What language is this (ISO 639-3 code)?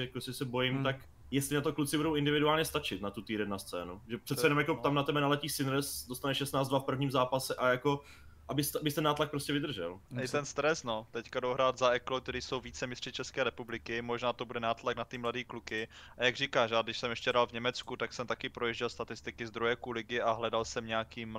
ces